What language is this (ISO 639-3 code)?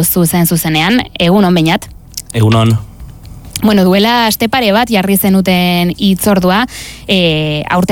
eus